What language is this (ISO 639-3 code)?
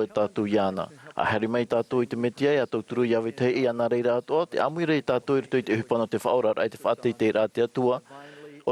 tah